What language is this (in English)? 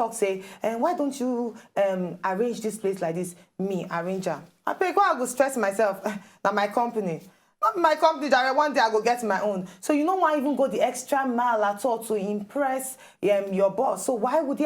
Nigerian Pidgin